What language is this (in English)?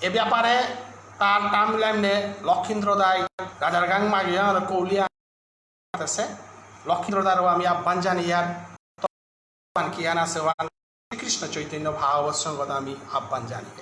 Bishnupriya